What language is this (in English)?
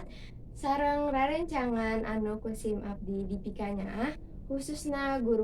Sundanese